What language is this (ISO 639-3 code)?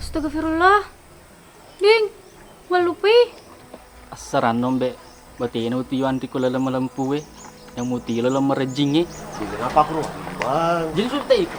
bug